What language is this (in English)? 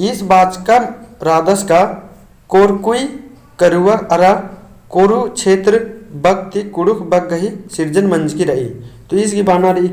Kurukh